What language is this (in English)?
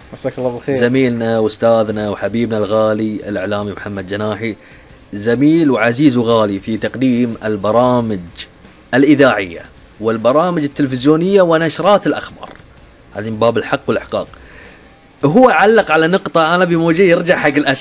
Gulf Arabic